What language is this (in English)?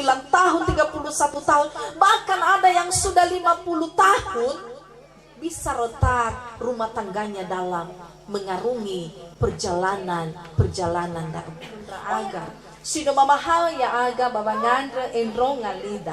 Nias